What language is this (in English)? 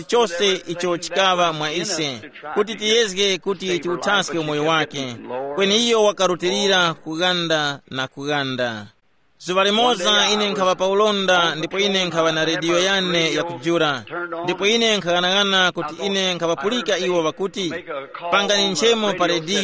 Tumbuka